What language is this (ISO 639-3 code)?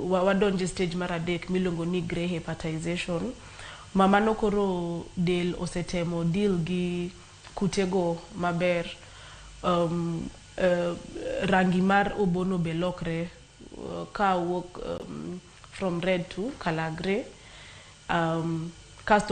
luo